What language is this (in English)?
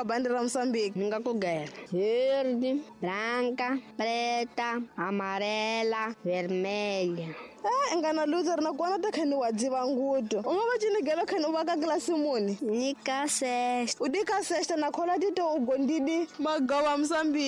Tsonga